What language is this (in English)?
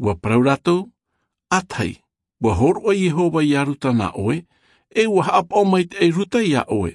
Tahitian